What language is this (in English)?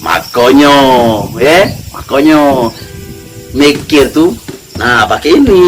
Musi